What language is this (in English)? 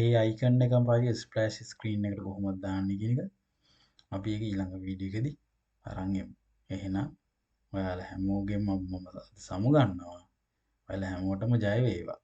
Sinhala